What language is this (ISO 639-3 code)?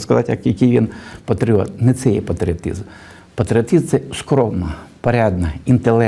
ukr